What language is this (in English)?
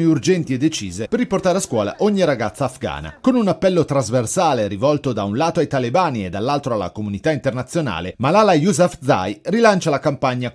Italian